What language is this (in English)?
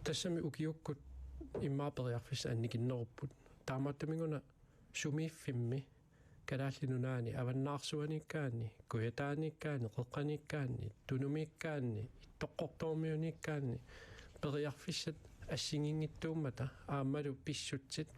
Kalaallisut